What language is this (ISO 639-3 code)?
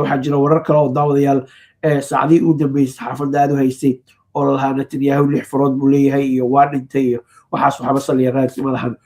som